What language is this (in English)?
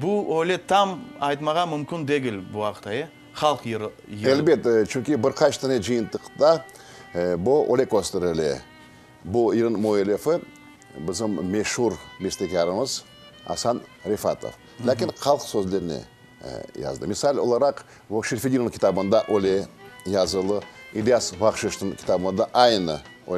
Crimean Tatar